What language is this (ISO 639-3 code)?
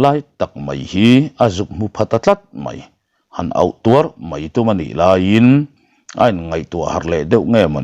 lus